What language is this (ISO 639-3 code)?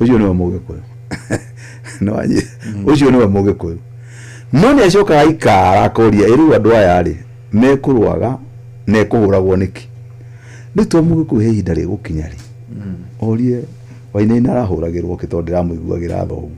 kik